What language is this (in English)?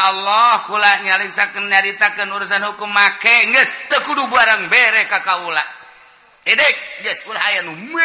Sundanese